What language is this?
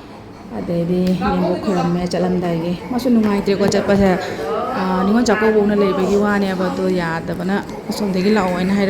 Manipuri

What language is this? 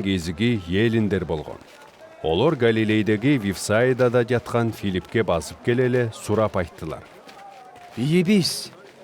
Southern Altai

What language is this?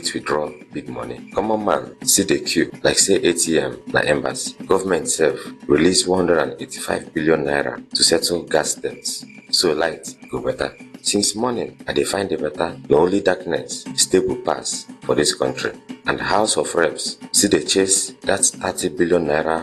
Nigerian Pidgin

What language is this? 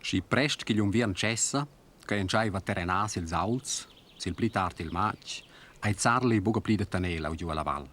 Romansh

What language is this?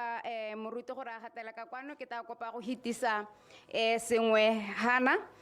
Tswana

